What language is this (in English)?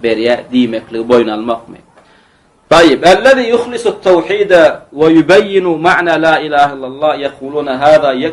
Turkmen